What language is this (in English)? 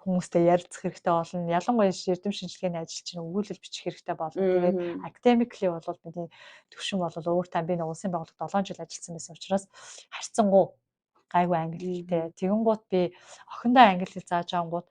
Mongolian